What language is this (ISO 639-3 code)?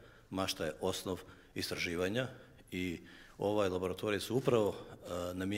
hrv